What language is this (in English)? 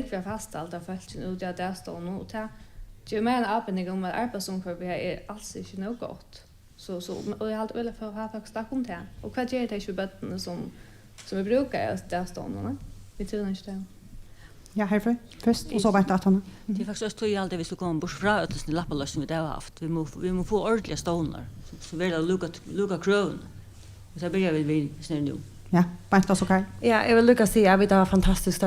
Faroese